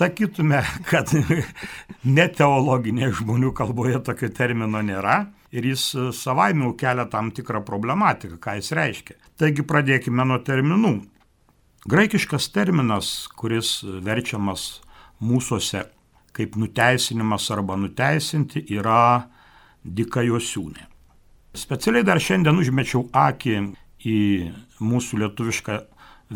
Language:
Lithuanian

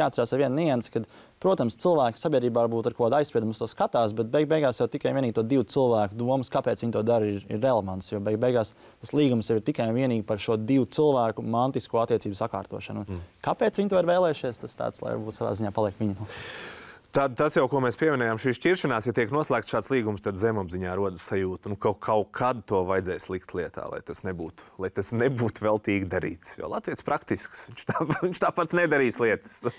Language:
Latvian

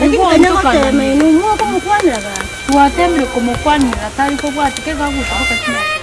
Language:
Gusii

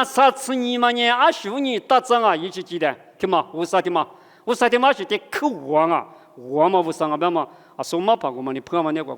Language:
Lisu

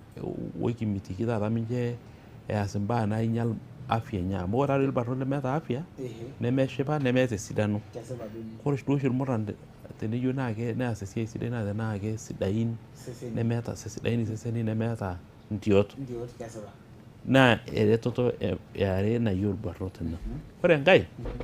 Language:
Masai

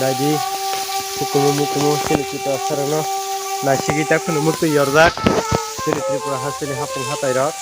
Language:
Kok Borok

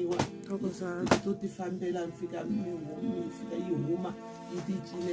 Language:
Tsonga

